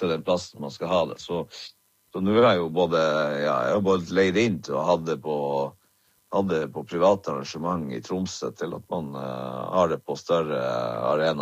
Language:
Norwegian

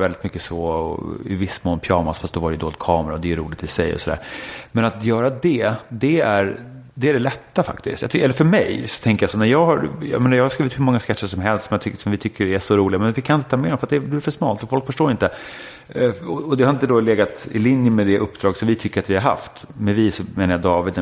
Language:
Swedish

